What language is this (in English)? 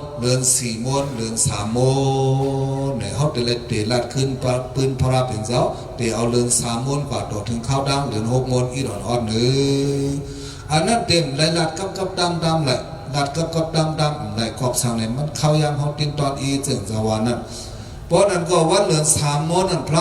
Shan